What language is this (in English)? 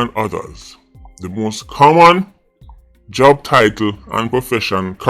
Jamaican Creole English